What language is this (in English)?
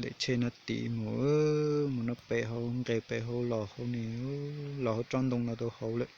Hmong